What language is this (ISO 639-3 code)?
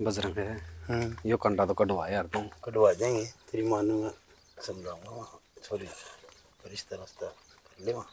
bgc